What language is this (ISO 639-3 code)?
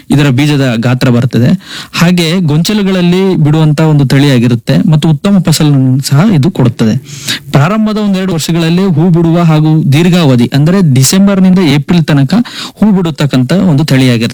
kan